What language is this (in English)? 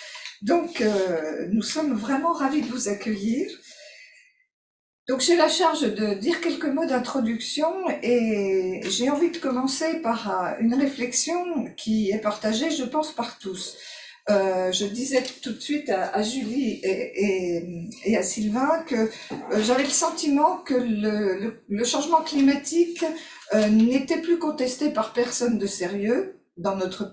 French